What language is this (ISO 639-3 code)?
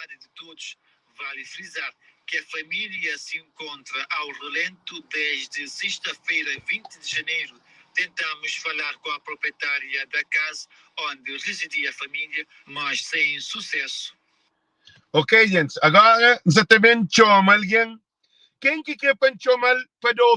kea